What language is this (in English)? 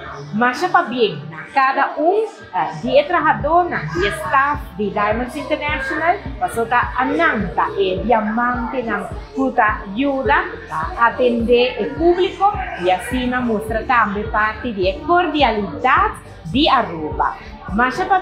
Papiamento